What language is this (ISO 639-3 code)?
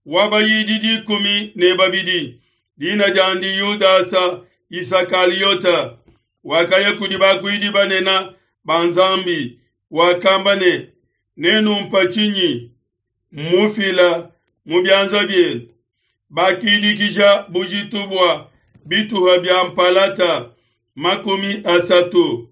lua